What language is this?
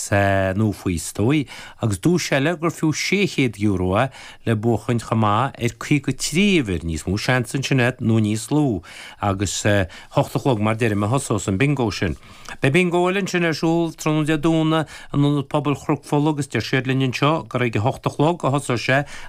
Irish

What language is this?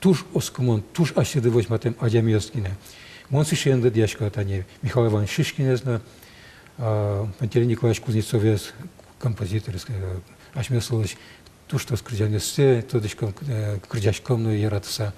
Udmurt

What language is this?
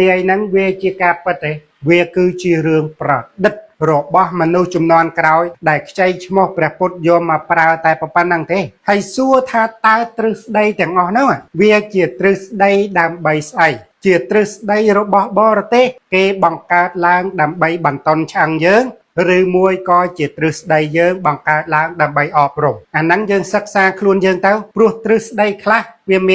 Khmer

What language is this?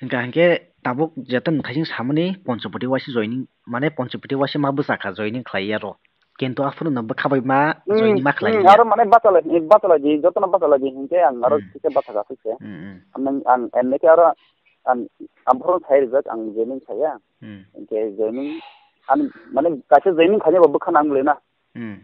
Kok Borok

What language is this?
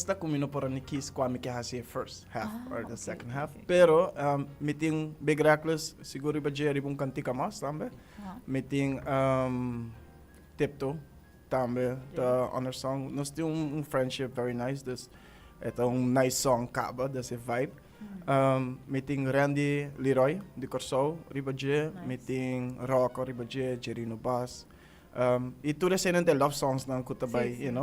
Papiamento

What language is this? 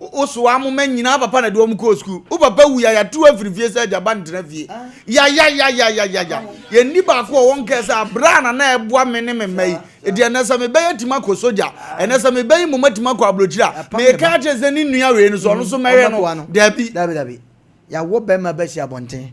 Akan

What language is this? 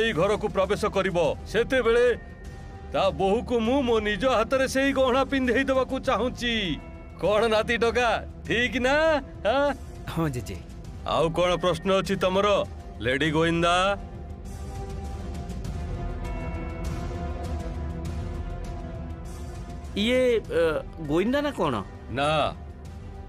Odia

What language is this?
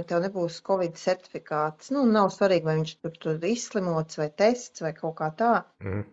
Latvian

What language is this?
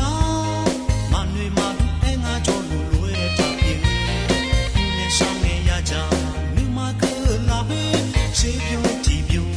Akha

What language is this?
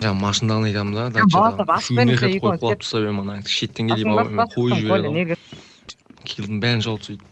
Kara-Kalpak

